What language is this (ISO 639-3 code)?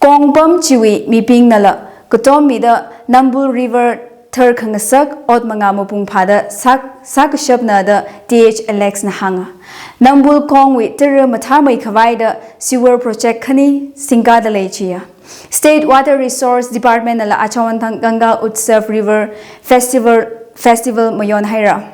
nmf